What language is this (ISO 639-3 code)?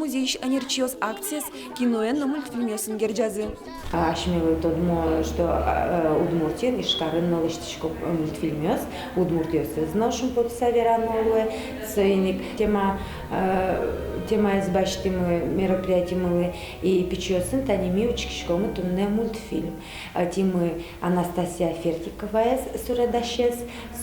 udm